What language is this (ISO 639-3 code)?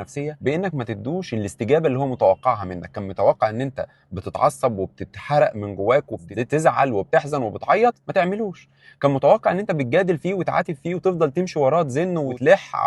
arz